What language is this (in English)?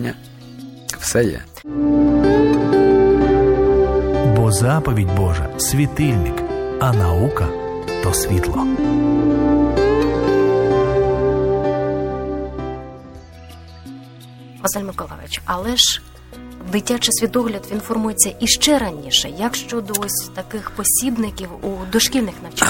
Ukrainian